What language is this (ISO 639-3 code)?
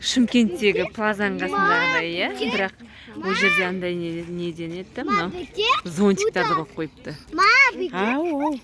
kaz